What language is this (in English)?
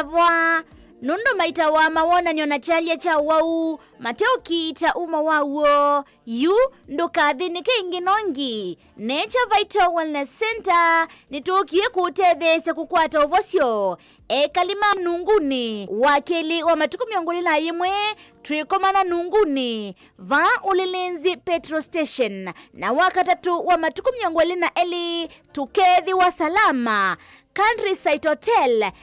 Kamba